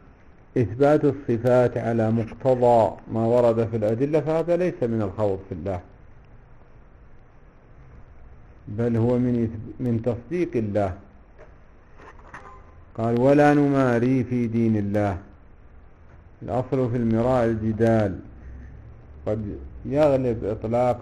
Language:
Arabic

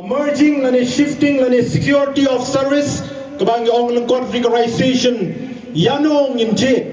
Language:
Khasi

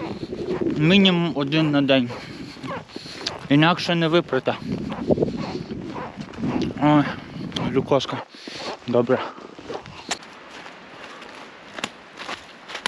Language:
Ukrainian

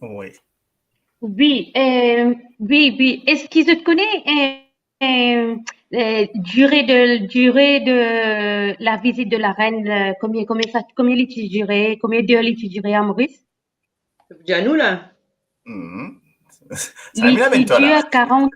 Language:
Morisyen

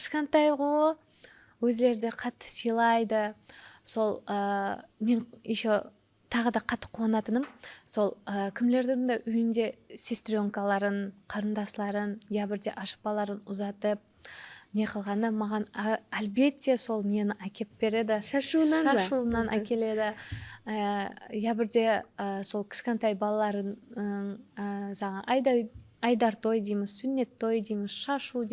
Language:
Kara-Kalpak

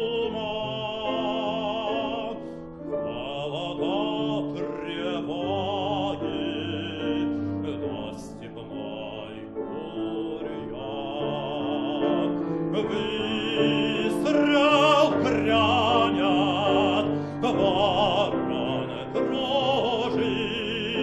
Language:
Russian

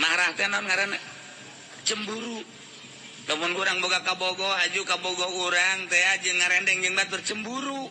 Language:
Sundanese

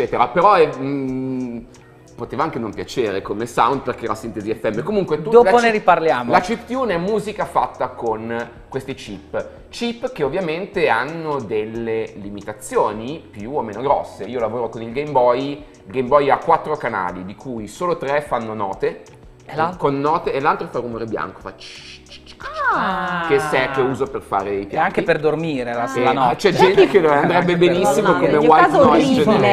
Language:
Italian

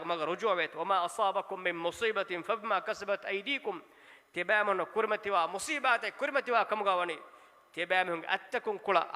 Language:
Divehi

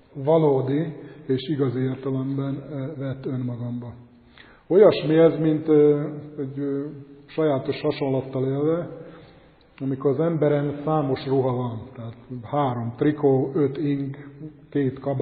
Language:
Hungarian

